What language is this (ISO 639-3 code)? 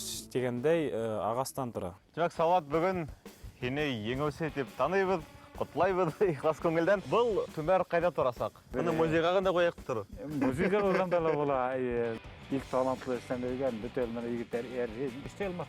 bak